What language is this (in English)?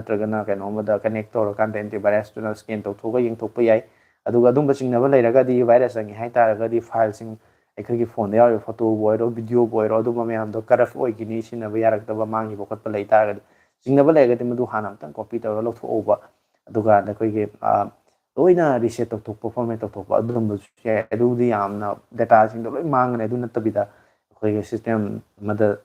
Manipuri